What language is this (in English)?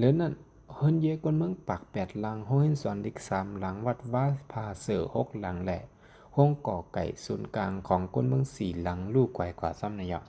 Shan